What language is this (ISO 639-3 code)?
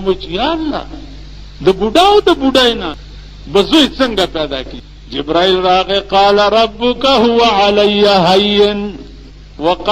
pus